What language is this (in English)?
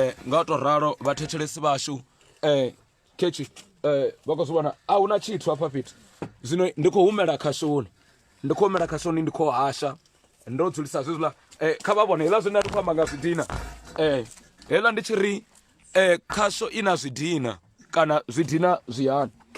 Venda